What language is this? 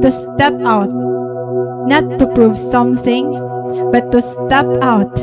Waray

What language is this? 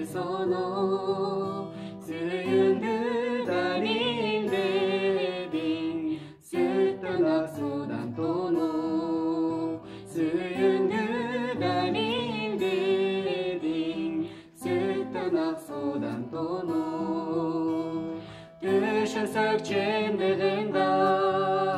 Kyrgyz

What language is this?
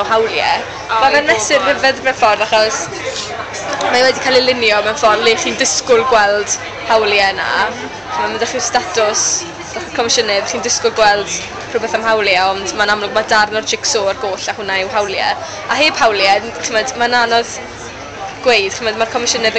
Welsh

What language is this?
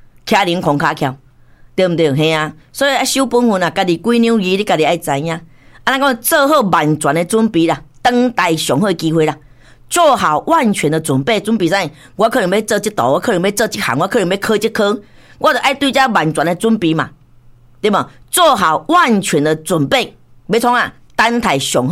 Min Nan Chinese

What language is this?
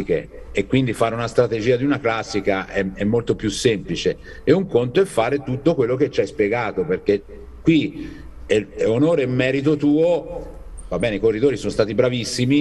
Italian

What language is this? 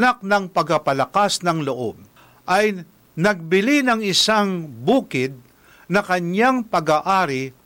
Filipino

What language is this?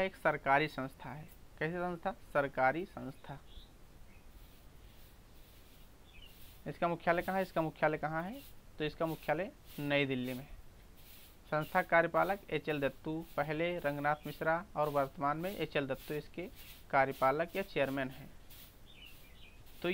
Hindi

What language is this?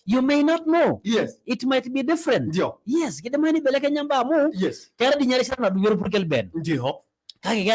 Masai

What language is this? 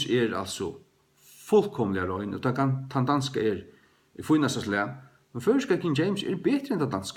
Faroese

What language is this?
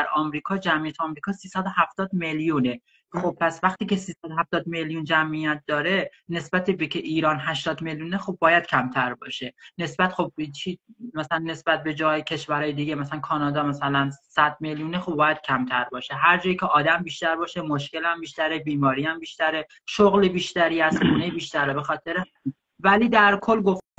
Persian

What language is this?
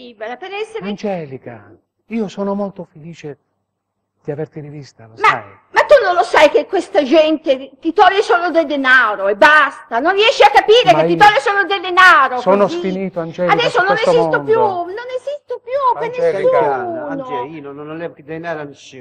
Italian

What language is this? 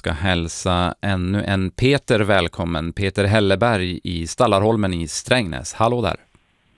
Swedish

